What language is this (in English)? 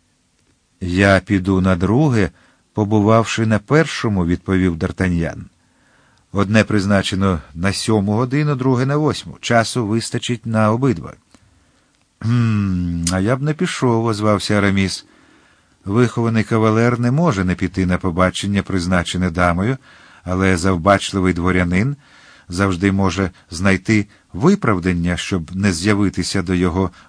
Ukrainian